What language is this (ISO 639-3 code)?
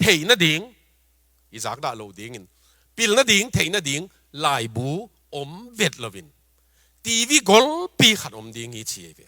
ctd